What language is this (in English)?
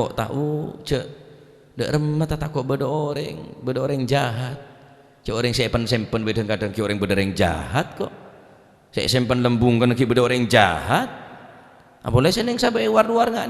Madurese